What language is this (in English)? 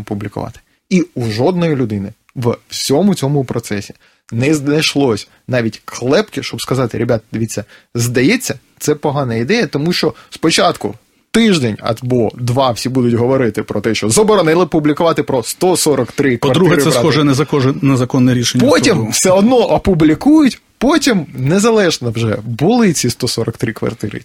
Ukrainian